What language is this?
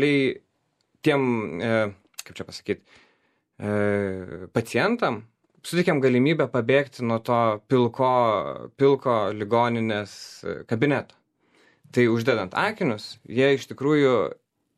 Lithuanian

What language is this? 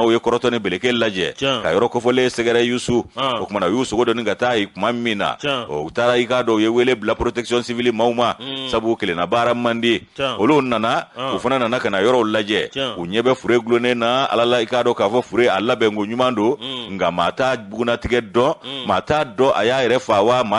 Bambara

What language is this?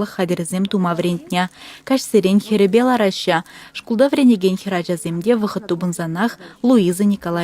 Chuvash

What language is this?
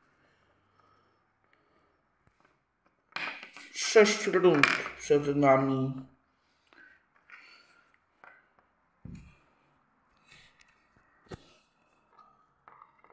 Polish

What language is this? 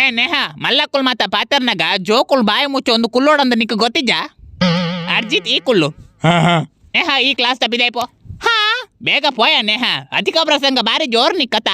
Tulu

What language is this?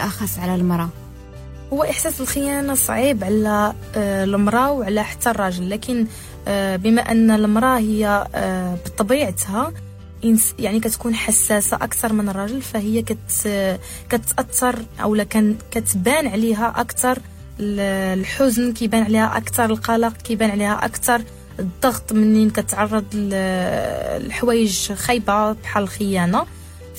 Moroccan Arabic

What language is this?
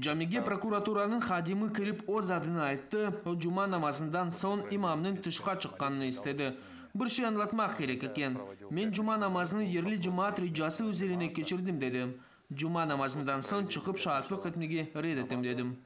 Crimean Tatar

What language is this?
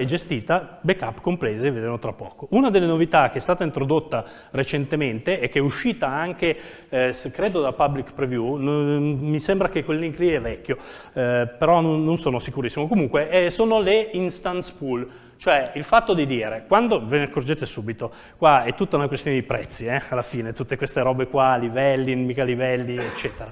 Italian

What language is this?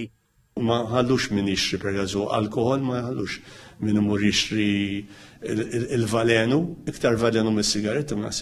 Maltese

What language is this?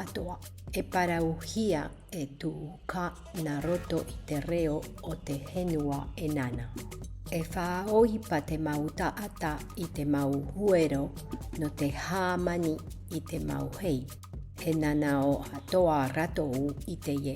Tahitian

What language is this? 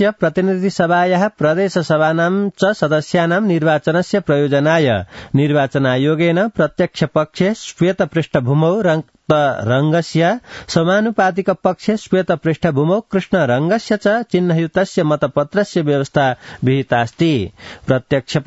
Sanskrit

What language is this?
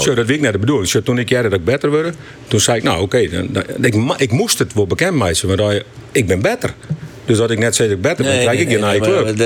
Western Frisian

